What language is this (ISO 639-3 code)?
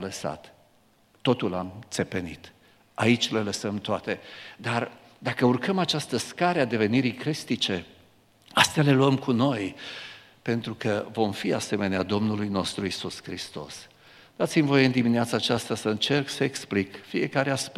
ron